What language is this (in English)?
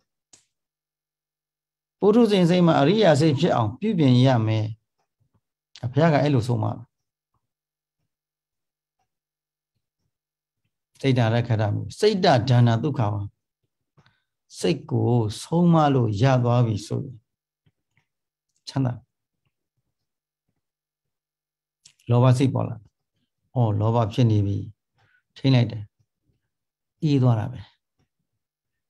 Burmese